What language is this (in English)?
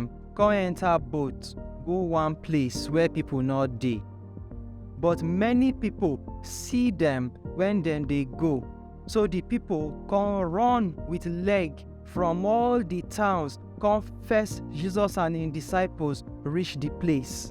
Nigerian Pidgin